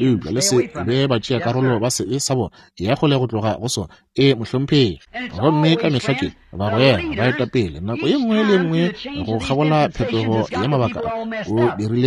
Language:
Northern Sotho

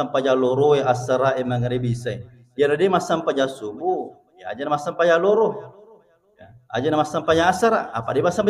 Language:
Buginese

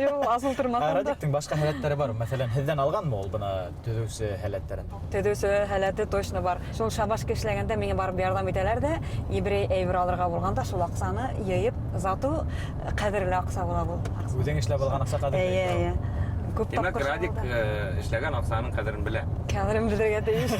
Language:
Bashkir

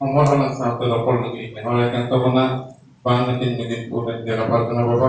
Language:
Santali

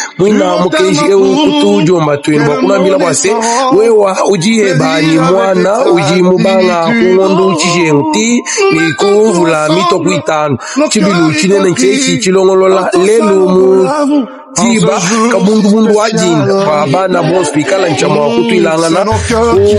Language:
Luba-Lulua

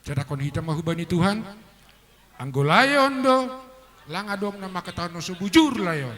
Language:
Batak Simalungun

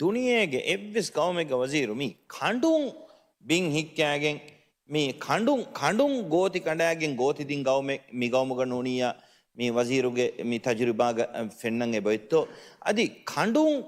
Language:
Divehi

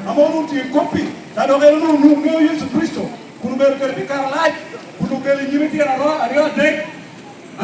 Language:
Lango (Uganda)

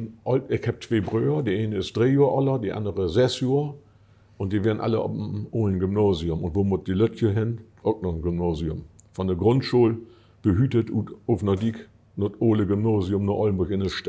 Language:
Low German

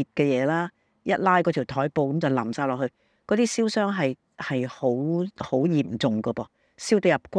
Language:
Cantonese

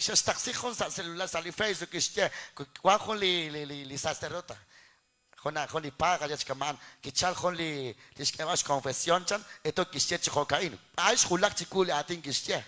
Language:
Kekchí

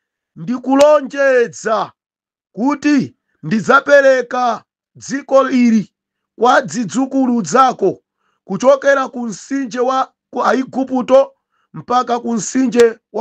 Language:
Nyanja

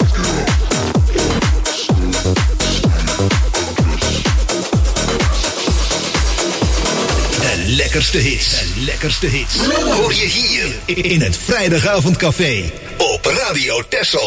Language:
Dutch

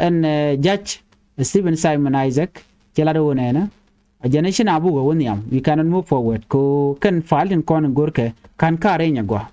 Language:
Nuer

